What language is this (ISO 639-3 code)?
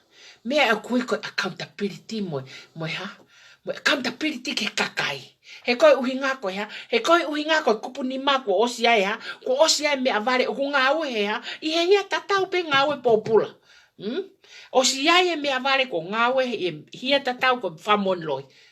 ton